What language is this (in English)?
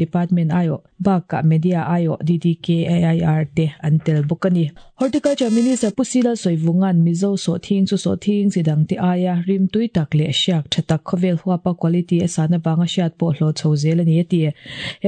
Mizo